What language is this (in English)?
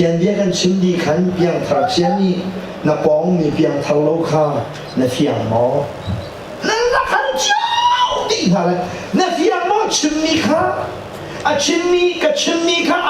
Hakha Chin